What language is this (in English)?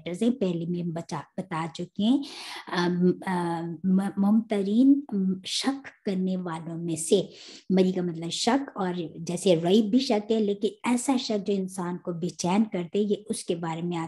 Urdu